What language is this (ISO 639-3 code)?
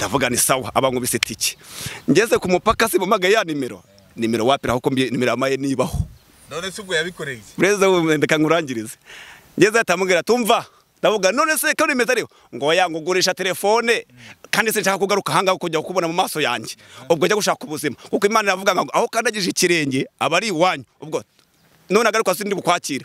kin